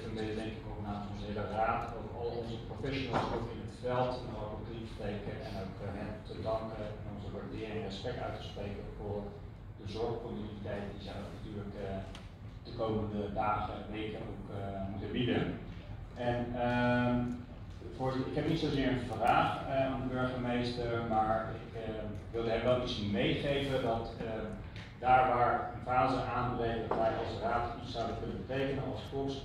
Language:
Dutch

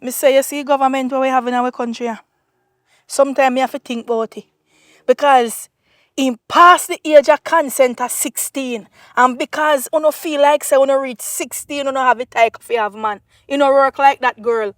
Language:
Jamaican Creole English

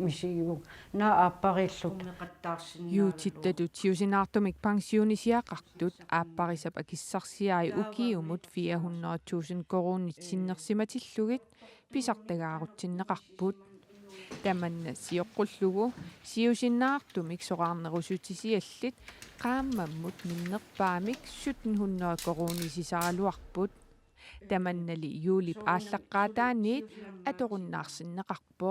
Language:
Kalaallisut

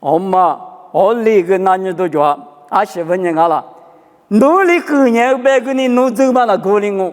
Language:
Lisu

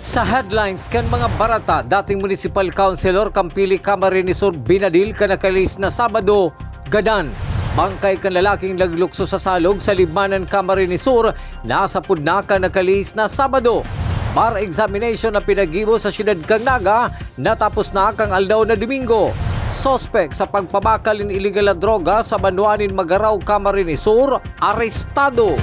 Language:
Bikol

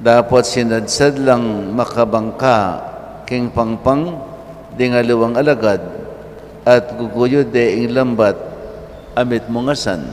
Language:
Pampanga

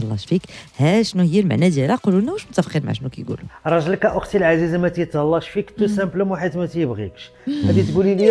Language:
Moroccan Arabic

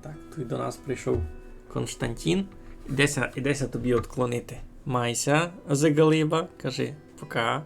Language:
Rusyn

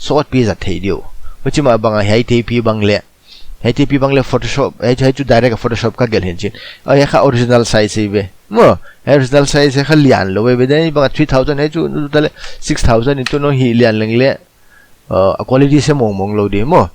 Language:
Paite Chin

